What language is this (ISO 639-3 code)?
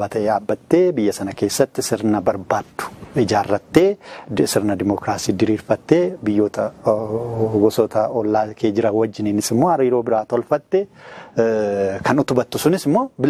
orm